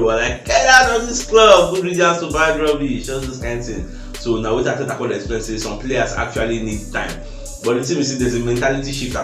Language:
Nigerian Pidgin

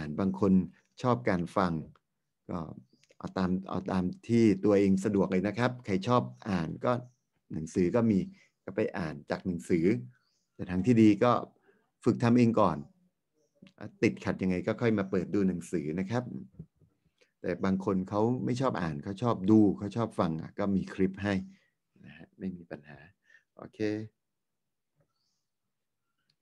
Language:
Thai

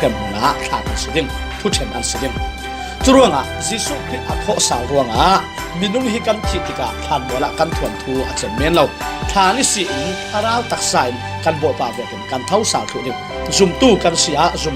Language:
Falam Chin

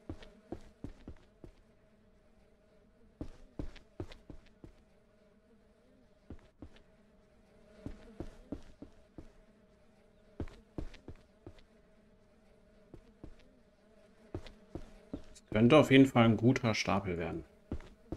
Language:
German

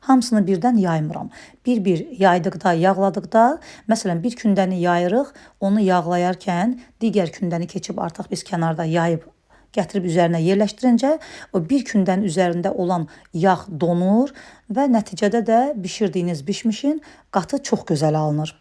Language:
Azerbaijani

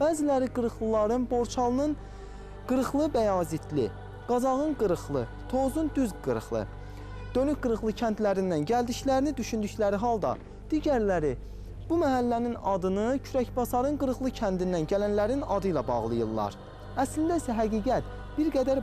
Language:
Azerbaijani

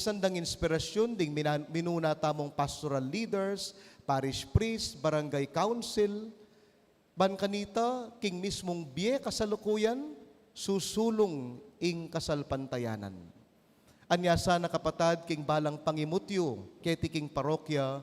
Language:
Pampanga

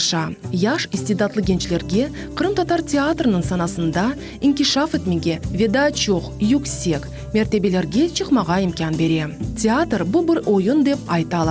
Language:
Crimean Tatar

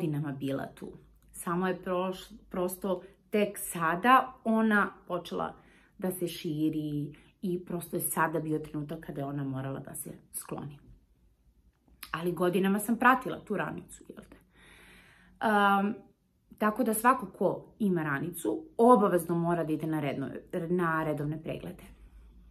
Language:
Serbian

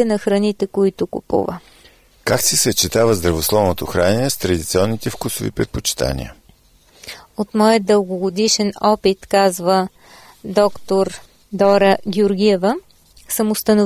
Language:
Bulgarian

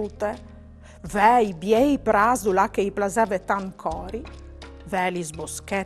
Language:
Friulian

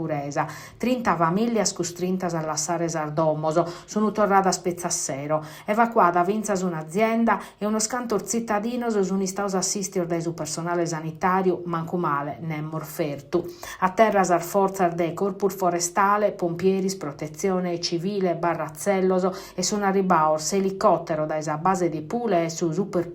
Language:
Sardinian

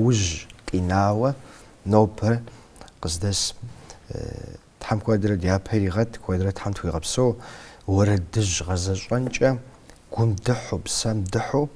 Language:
Kabardian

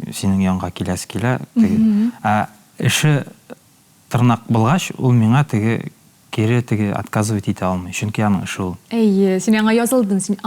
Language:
Tatar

